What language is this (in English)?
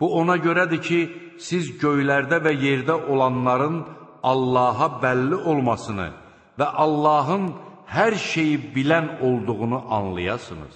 Azerbaijani